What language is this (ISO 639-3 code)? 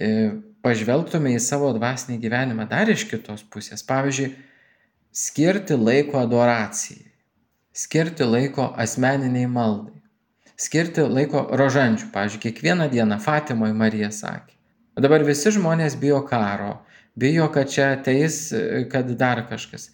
lit